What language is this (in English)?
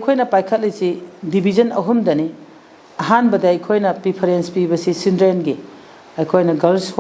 Manipuri